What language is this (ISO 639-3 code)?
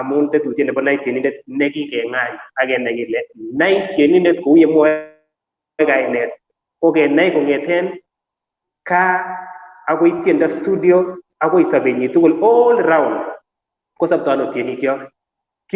kln